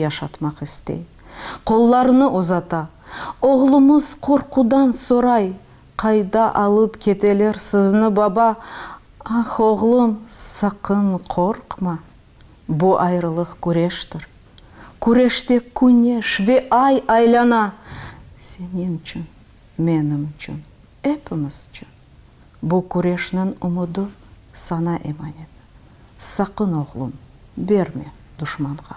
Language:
Crimean Tatar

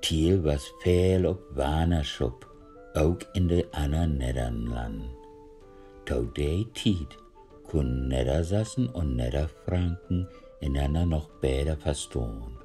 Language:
Low German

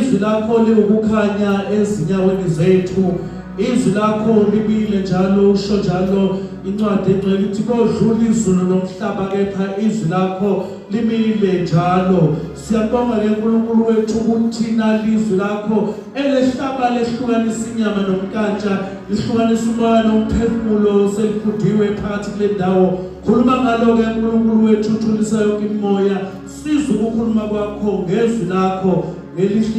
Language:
Zulu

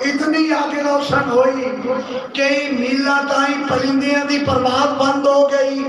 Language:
Saraiki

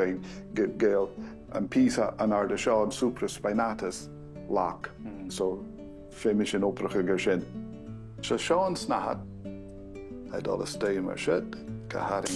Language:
Scottish Gaelic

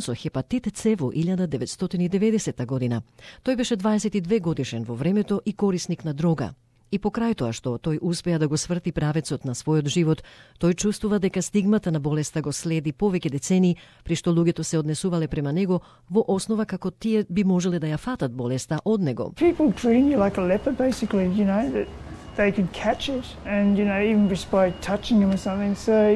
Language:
Macedonian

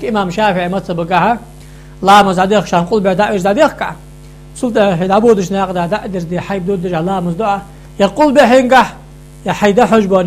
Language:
Ingush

